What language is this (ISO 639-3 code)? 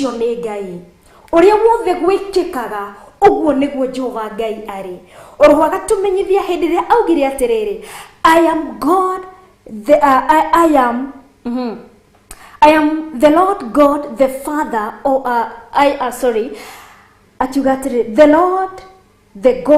kik